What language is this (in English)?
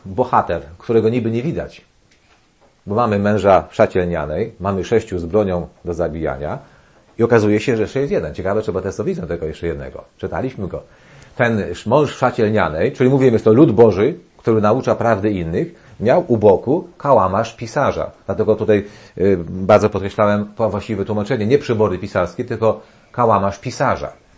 Polish